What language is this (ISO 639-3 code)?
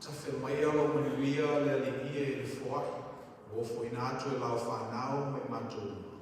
smo